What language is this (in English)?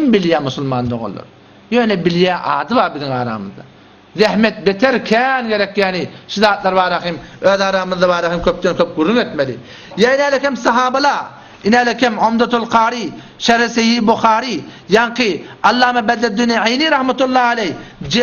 Turkmen